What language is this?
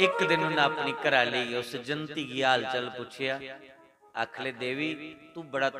Dogri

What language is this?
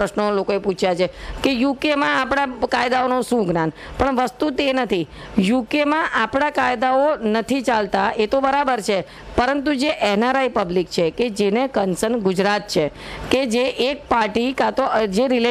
Gujarati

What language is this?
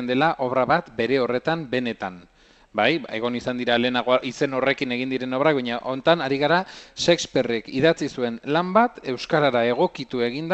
Basque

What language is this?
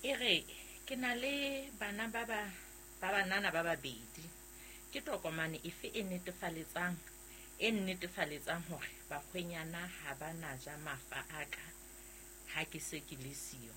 Southern Sotho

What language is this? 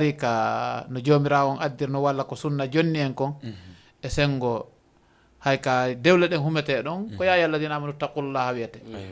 Fula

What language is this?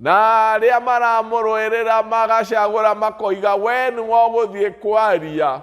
Kikuyu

